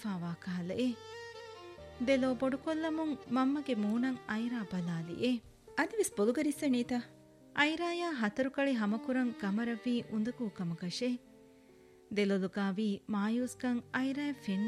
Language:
Divehi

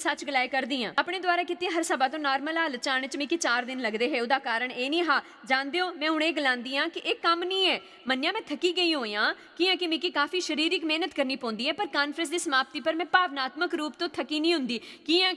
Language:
Dogri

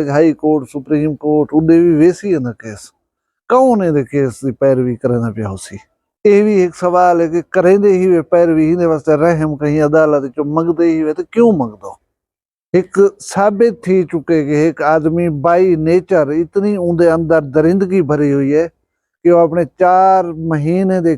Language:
Saraiki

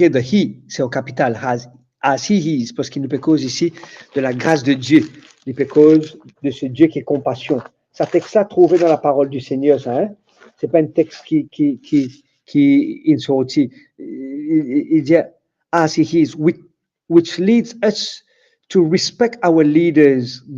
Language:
Morisyen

